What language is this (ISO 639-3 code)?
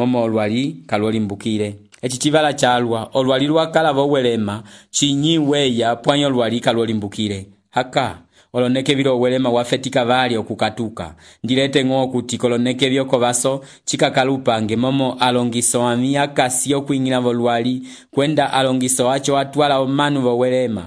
umb